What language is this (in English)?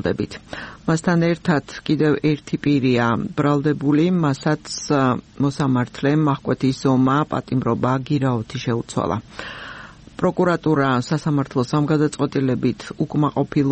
Georgian